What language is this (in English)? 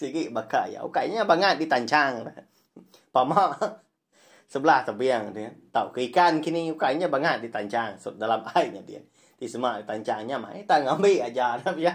Iban